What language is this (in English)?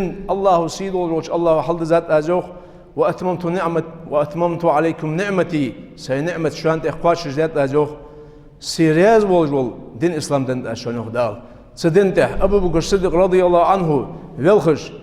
Ingush